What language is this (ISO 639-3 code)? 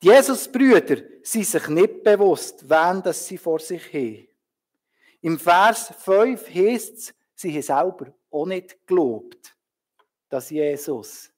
gsw